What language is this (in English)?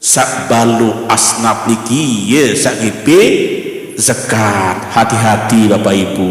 Sasak